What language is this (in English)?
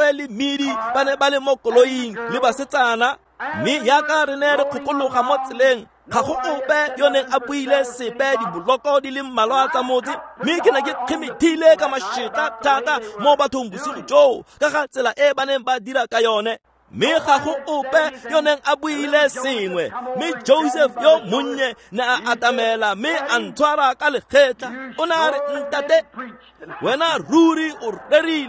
Tswana